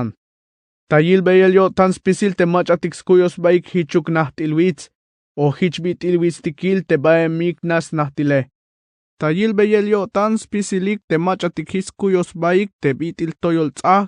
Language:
Tzeltal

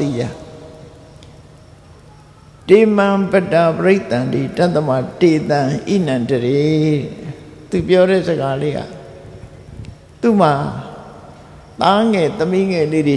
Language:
Burmese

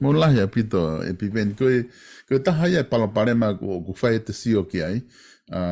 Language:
Tongan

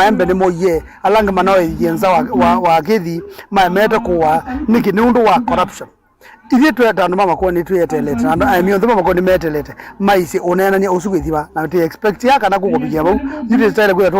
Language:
Kamba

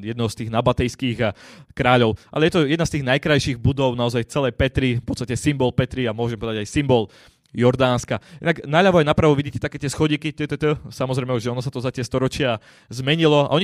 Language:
Slovak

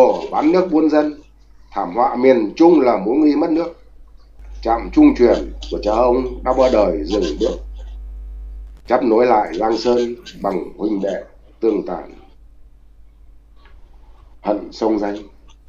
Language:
Vietnamese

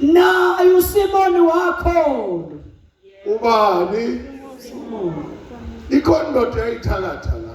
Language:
Zulu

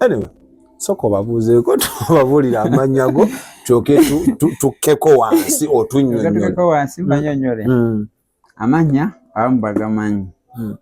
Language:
Ganda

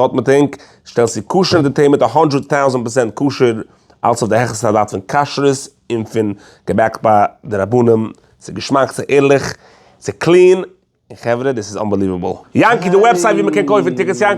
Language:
Yiddish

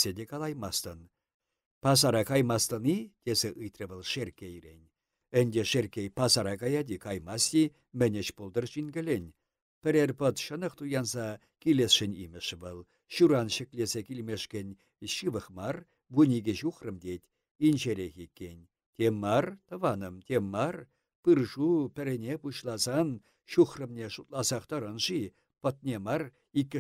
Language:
Chuvash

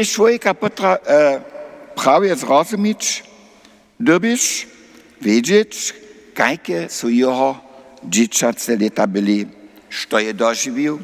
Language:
Upper Sorbian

